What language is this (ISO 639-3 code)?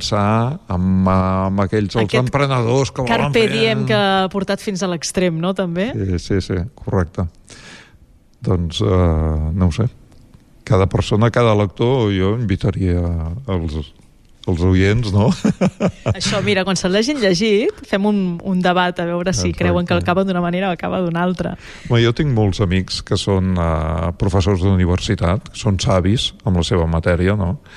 cat